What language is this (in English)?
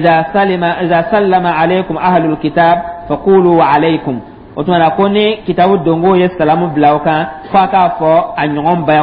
Dyula